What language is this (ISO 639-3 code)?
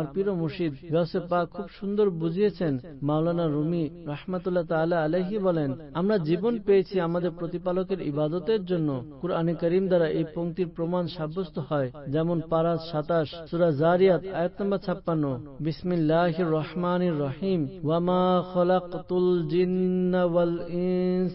ben